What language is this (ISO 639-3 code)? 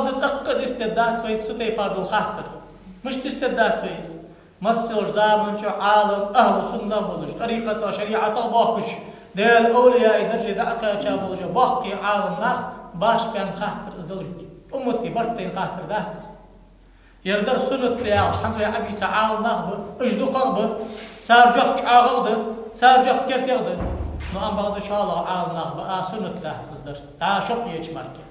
inh